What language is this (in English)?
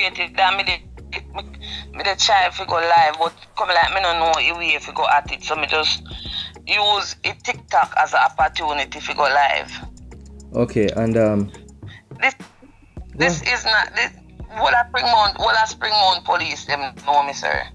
Jamaican Creole English